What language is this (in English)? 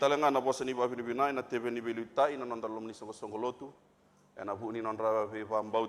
Fijian